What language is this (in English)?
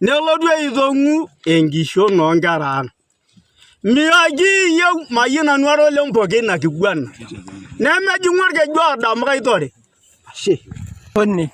Masai